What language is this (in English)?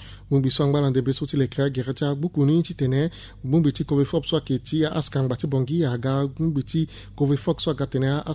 Sango